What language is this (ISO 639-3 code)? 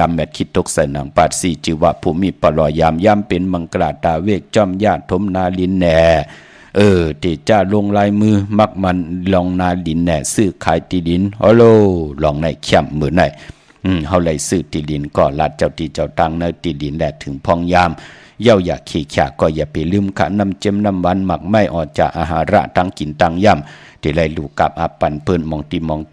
shn